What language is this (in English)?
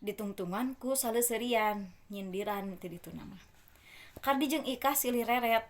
Sundanese